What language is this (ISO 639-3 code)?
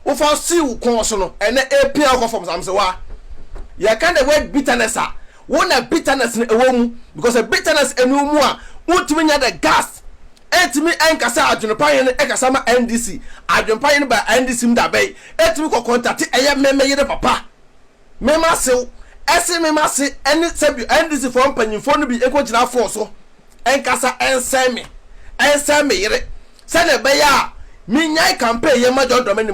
aka